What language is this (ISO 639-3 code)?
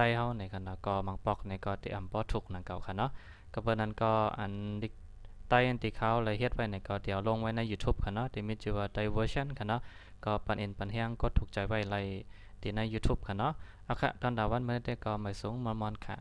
shn